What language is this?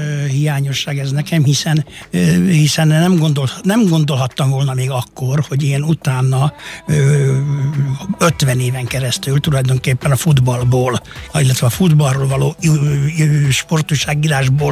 Hungarian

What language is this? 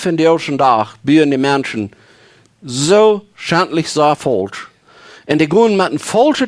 Plautdietsch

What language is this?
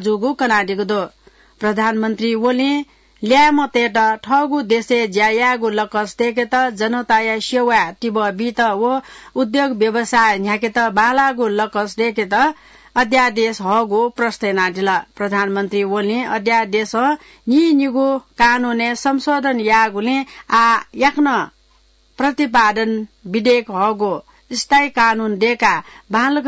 Newari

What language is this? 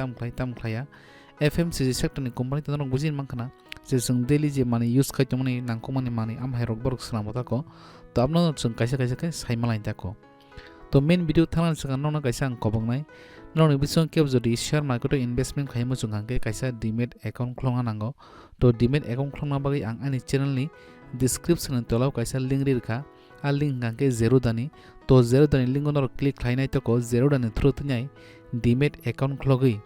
Kok Borok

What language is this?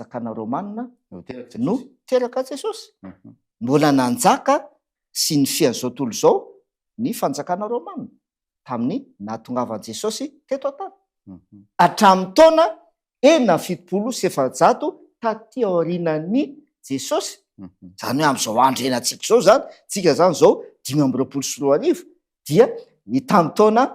Malagasy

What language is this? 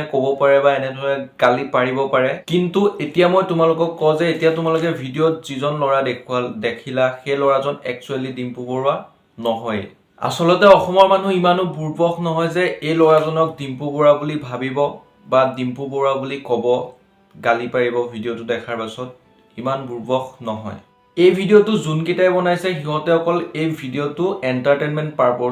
Assamese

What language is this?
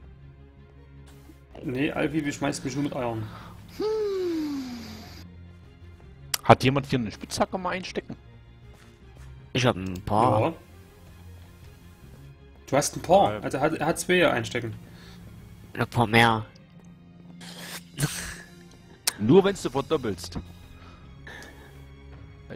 German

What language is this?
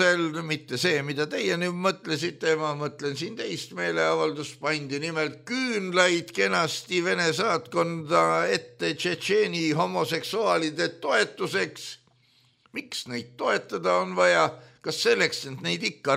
Estonian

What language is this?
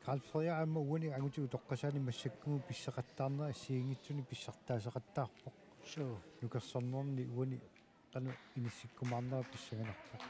Kalaallisut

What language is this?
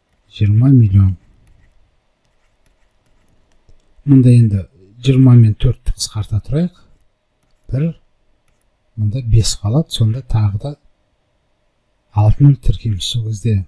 Kazakh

